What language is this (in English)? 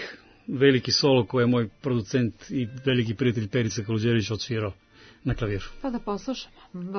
Serbian